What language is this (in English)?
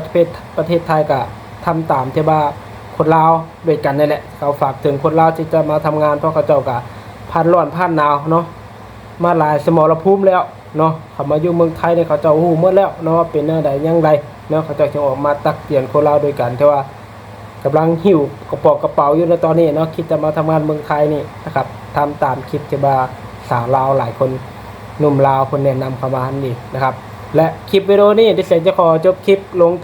Lao